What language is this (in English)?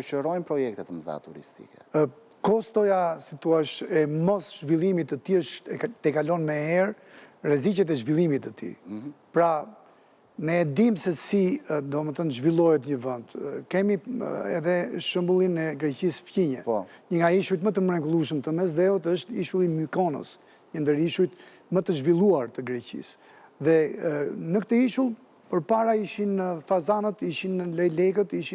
Albanian